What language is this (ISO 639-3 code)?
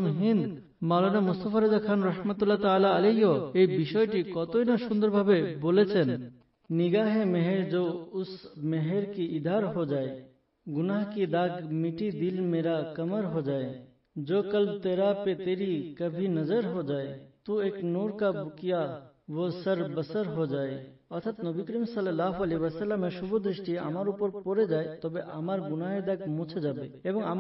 ben